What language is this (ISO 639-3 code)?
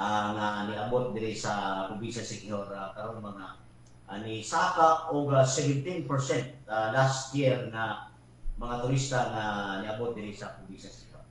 ceb